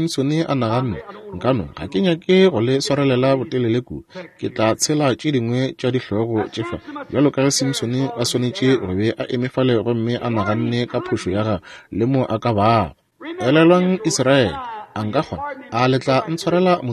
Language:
Northern Sotho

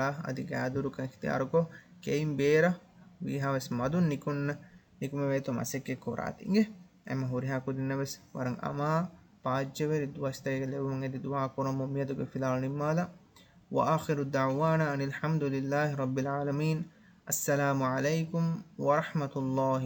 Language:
Divehi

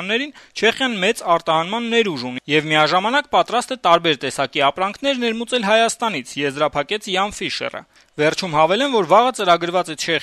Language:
Armenian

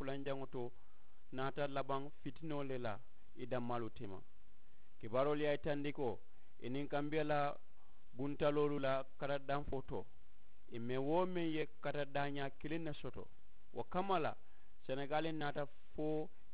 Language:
Mandingo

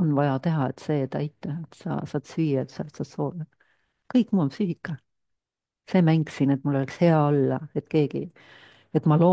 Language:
Estonian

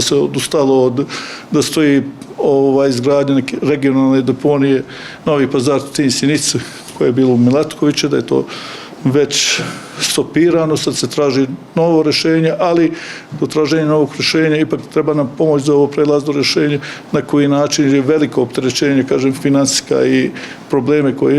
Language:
Bosnian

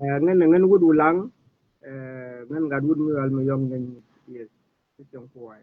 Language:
Nuer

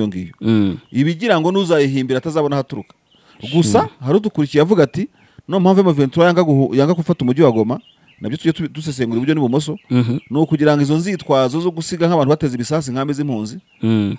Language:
Kinyarwanda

